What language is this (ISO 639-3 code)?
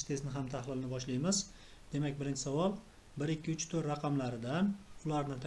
uzb